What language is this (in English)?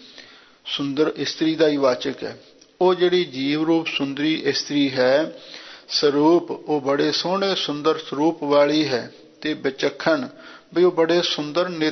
Punjabi